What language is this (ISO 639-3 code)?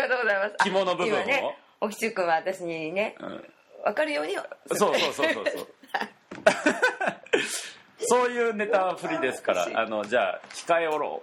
jpn